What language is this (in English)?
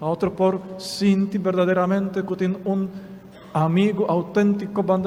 Papiamento